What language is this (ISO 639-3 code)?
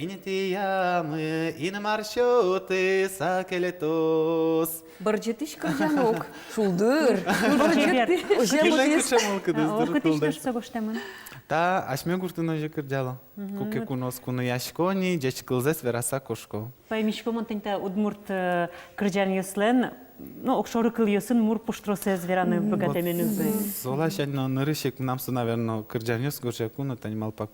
udm